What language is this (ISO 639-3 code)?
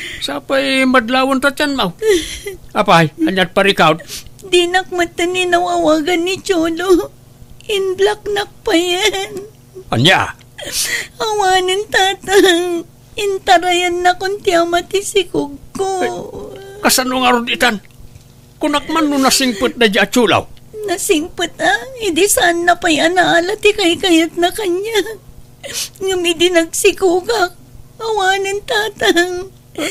ilo